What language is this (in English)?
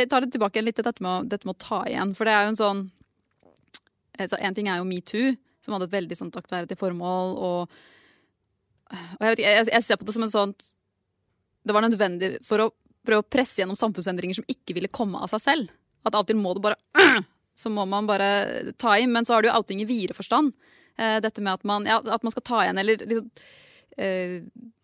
Norwegian